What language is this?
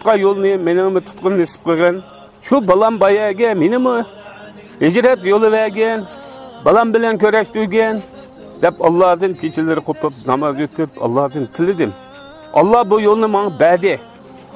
Uyghur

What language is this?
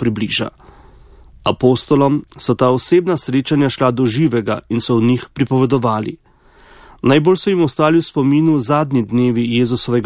Slovenian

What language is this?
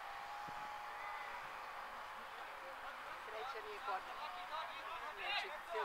Serbian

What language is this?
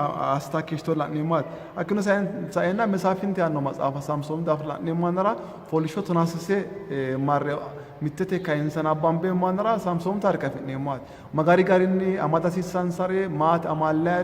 Sidamo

